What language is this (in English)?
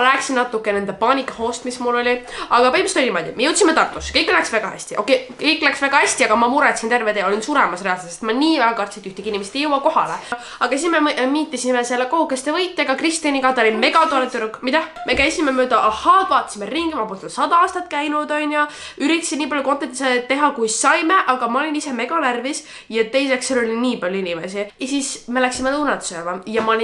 Estonian